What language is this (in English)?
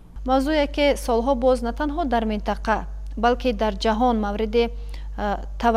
Tajik